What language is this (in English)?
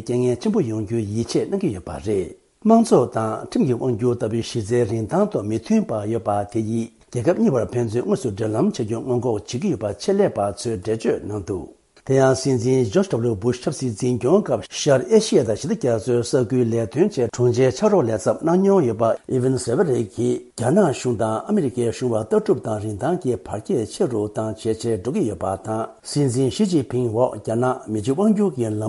Tibetan